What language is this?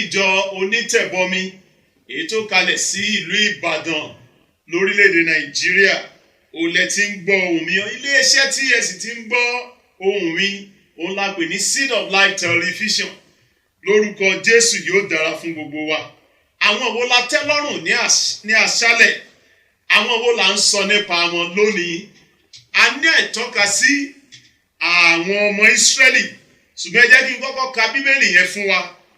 Yoruba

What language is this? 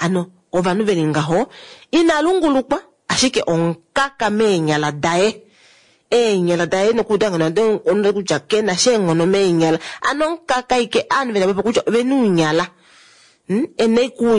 Kuanyama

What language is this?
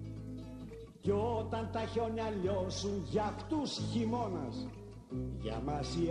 Greek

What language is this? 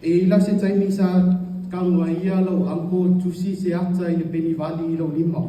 Samoan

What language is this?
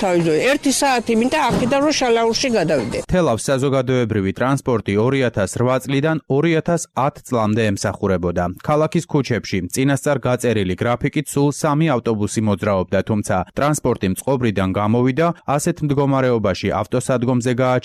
Georgian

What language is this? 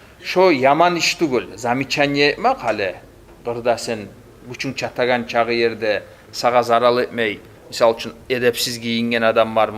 Kumyk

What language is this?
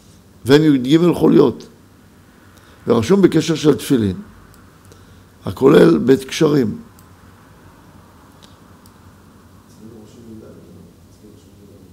Hebrew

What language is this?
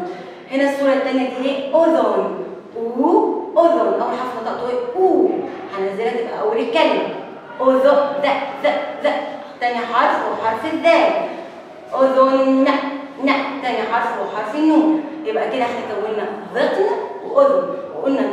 Egyptian Arabic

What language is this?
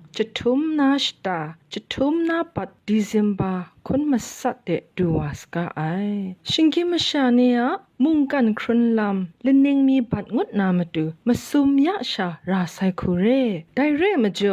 Kachin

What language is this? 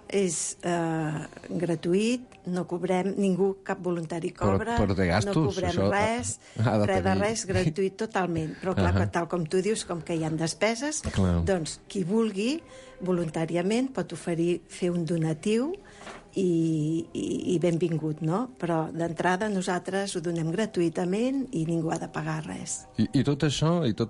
Catalan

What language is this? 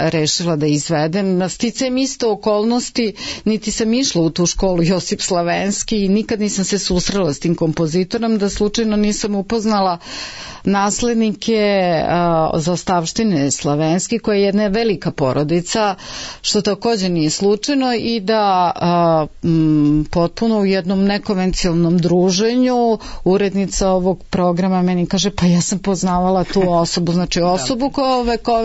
Serbian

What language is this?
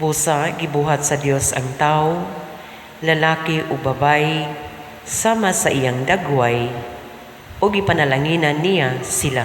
Cebuano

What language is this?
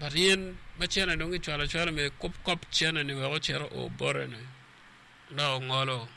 Acoli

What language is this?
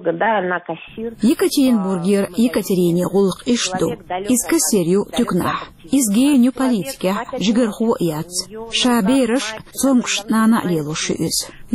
Chechen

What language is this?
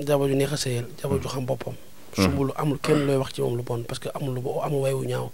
Wolof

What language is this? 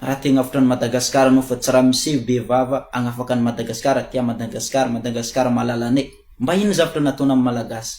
Malagasy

